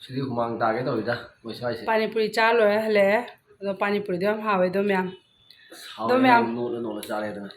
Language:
Manipuri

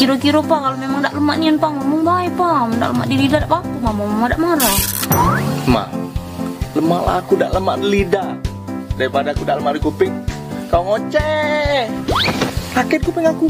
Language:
Musi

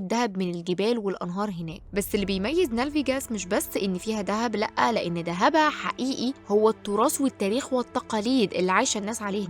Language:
Egyptian Arabic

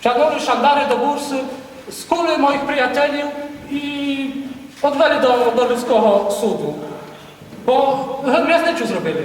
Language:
Rusyn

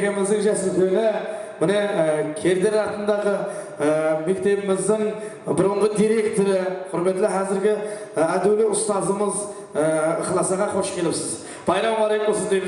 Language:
Kara-Kalpak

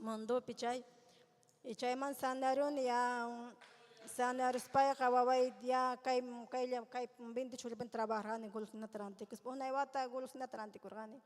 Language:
Ayacucho Quechua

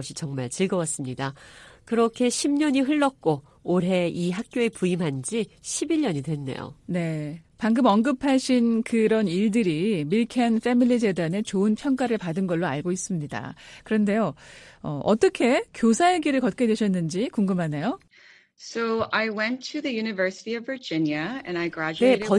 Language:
Korean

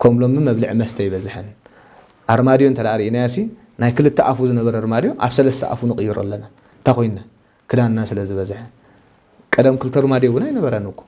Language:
Tigrinya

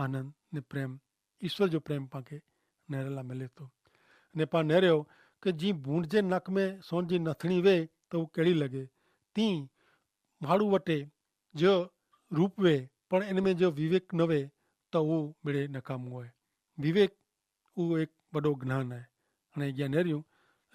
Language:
Kachhi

